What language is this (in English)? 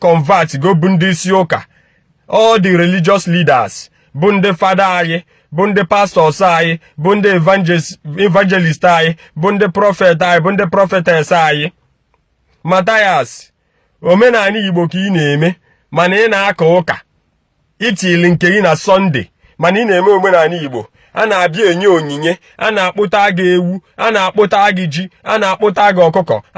Igbo